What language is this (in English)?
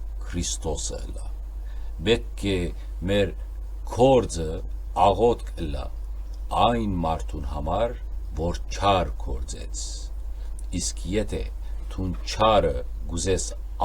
Western Armenian